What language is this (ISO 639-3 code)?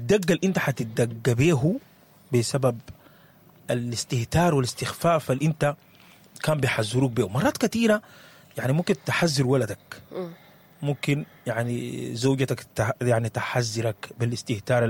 apd